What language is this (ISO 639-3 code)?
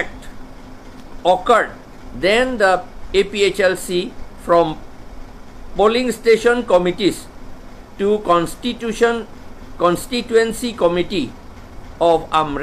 mjw